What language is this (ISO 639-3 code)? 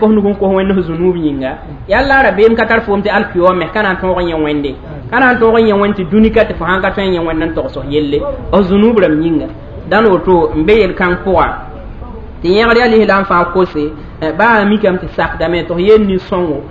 mos